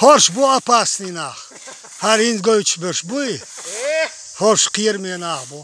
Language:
Chechen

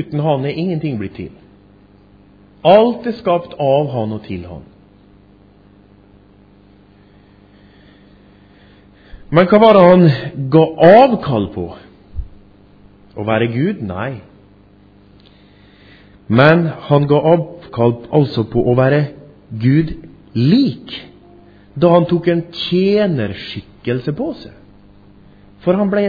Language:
Norwegian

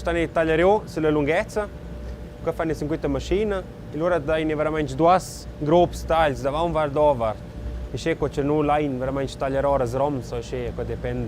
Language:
Romansh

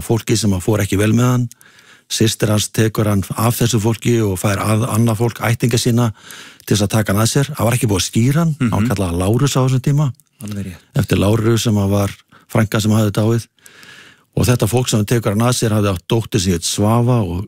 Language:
Icelandic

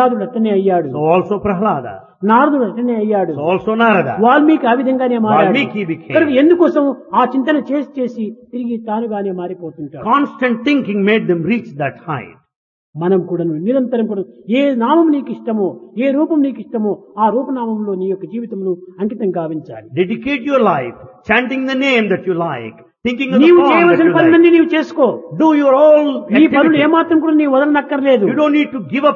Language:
Telugu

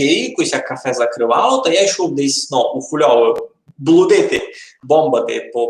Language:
Rusyn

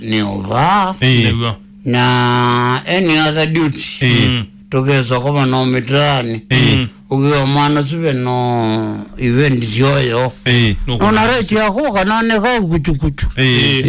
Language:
Kamba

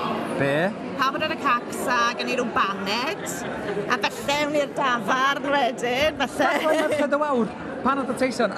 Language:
Welsh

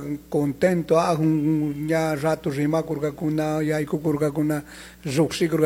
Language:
Chimborazo Highland Quichua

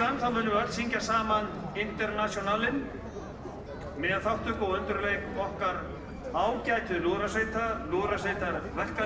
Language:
Icelandic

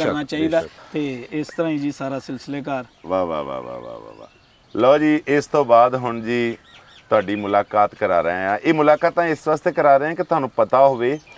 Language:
Punjabi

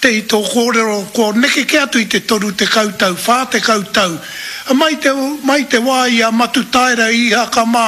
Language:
Māori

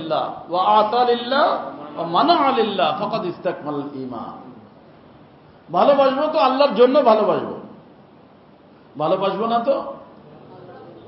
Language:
Bangla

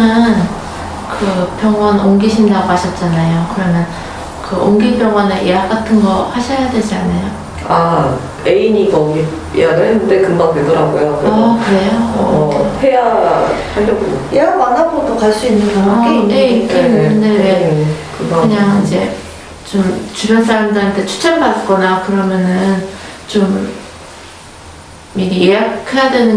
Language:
Korean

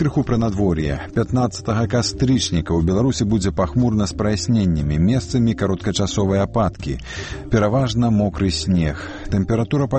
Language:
Belarusian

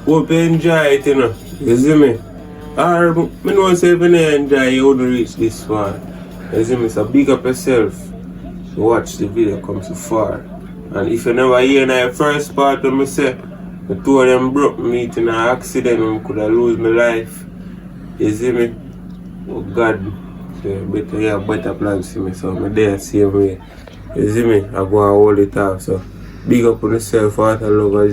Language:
Jamaican Creole English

